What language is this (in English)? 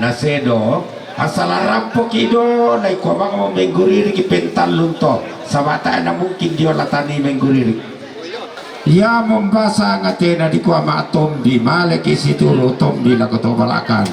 Toraja-Sa'dan